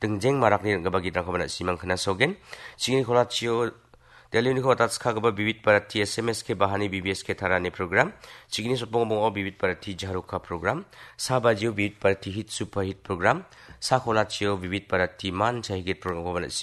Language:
Garo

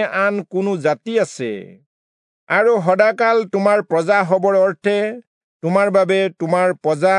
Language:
Assamese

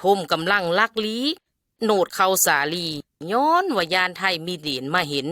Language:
Lao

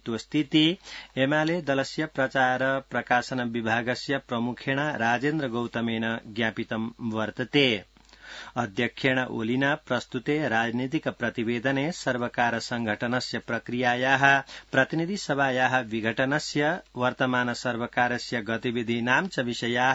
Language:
Sanskrit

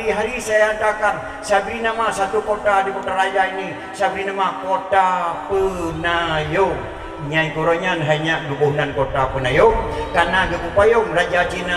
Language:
Achinese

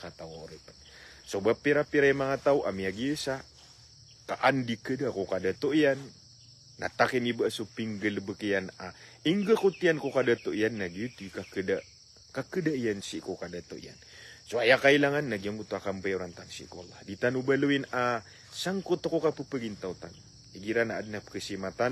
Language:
Maranao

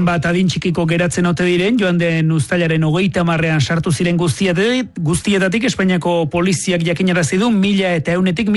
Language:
Basque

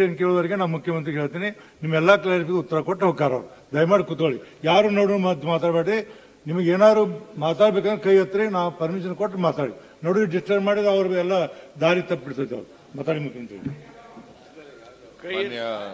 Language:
Kannada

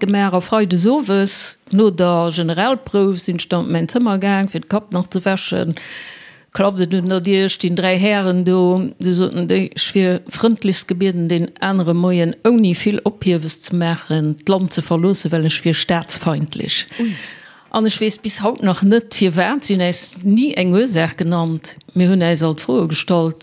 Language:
Luxembourgish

